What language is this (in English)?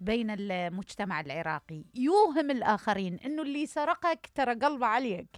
Mesopotamian Arabic